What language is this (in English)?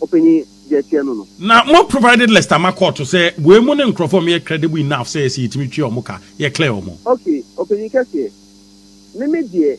Akan